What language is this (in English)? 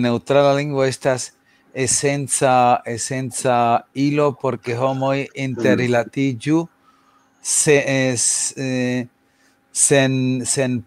Esperanto